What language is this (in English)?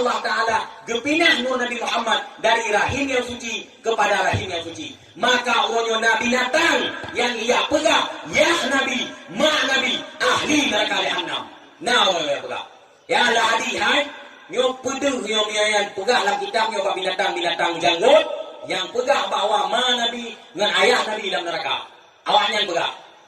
Achinese